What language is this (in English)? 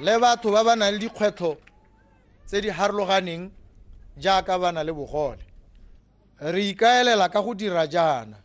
Tswana